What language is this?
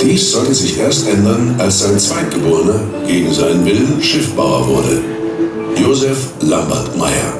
Swiss German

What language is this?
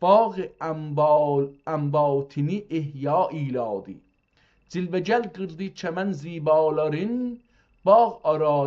South Azerbaijani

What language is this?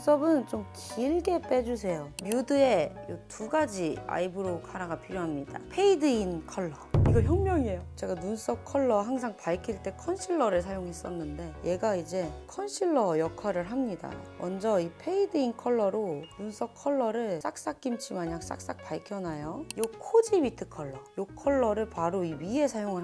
Korean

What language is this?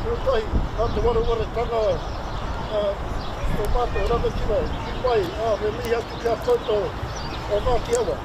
Māori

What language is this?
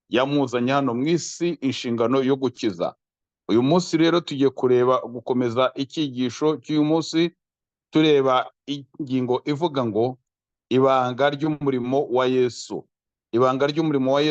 Kinyarwanda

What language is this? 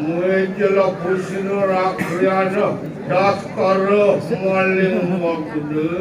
Balinese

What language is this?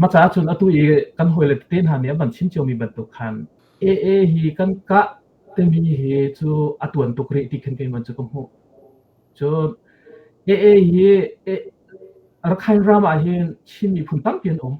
Hakha Chin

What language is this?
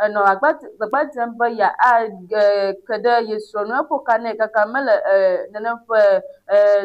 Ewe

